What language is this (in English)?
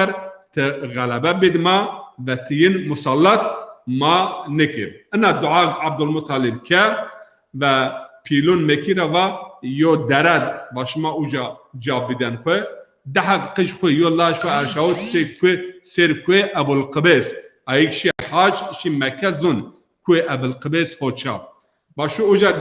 Zaza